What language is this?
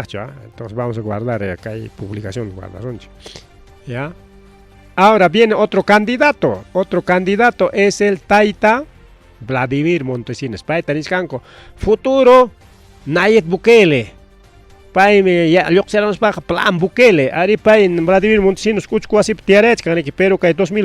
Ayacucho Quechua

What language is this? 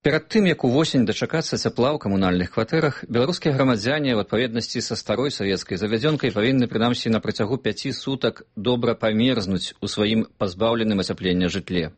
Belarusian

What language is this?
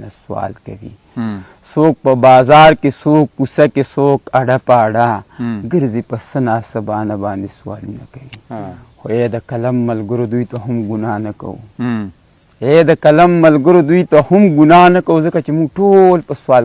Pashto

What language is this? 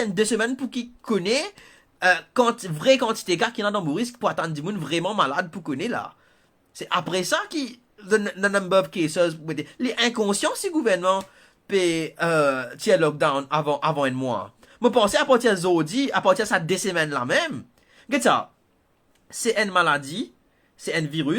Morisyen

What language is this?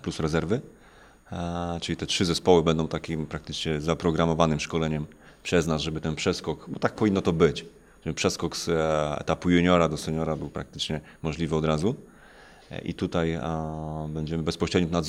Polish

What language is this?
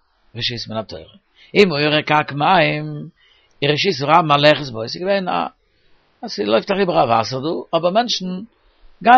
Yiddish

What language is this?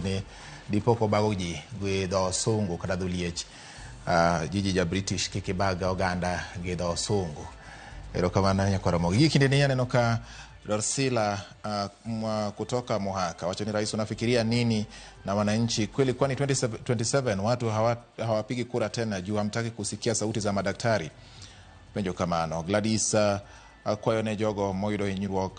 Luo (Kenya and Tanzania)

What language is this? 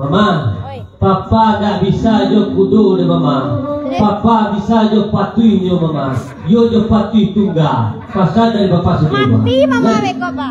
Minangkabau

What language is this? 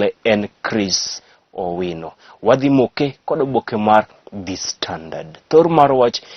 Luo (Kenya and Tanzania)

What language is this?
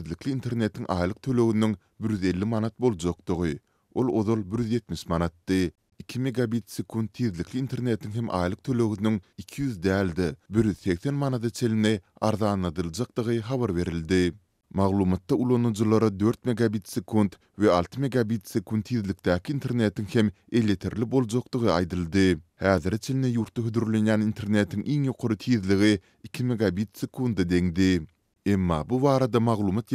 Turkmen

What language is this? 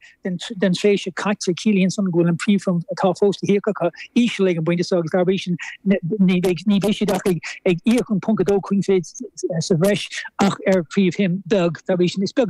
Irish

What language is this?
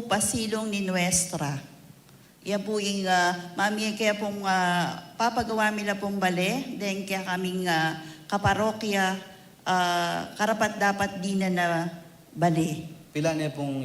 Pampanga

